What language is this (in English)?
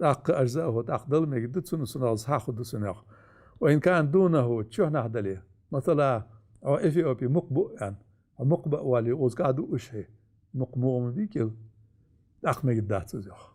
Ingush